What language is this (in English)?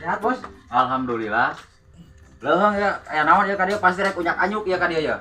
Sundanese